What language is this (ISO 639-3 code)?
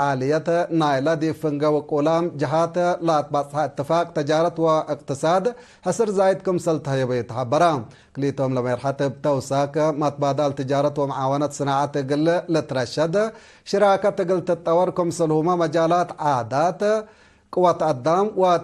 tig